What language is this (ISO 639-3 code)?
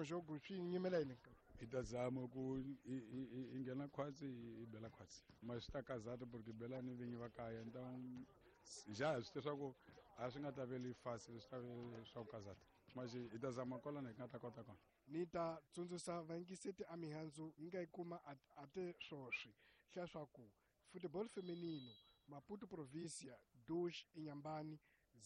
tso